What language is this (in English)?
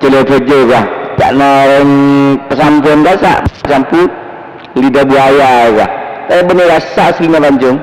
Madurese